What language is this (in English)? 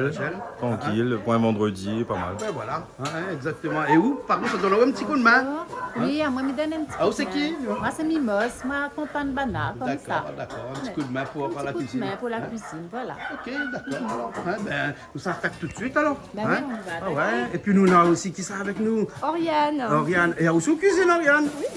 Réunion Creole French